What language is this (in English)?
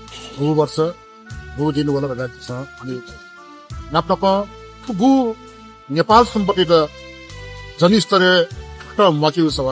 Newari